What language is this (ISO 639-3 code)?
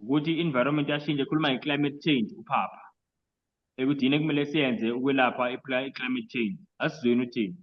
zul